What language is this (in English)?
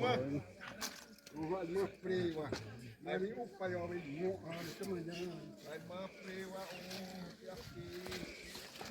Xavánte